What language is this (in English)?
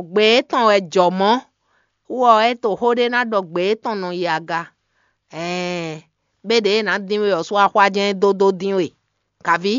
Fon